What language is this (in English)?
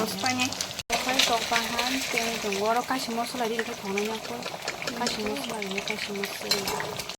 Kok Borok